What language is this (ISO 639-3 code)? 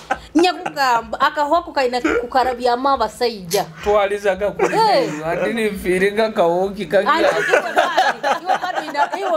nyo